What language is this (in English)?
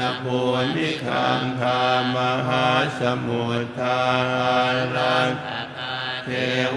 Pali